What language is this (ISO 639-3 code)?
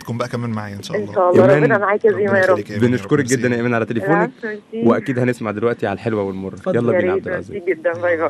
arz